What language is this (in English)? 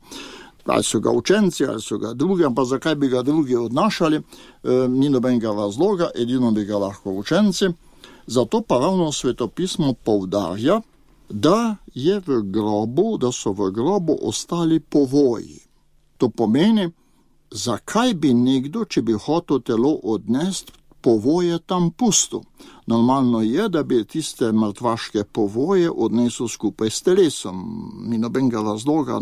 Slovenian